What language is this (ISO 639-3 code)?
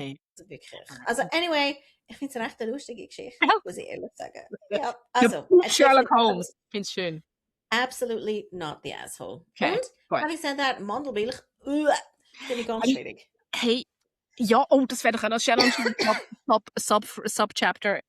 gsw